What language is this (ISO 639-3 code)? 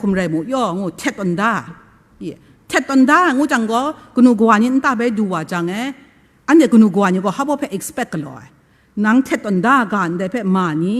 kac